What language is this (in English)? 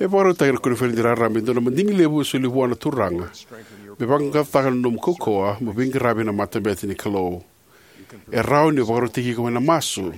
Fijian